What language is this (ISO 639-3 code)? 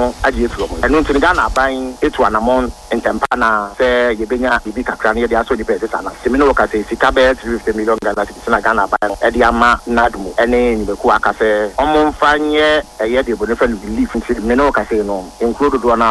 aka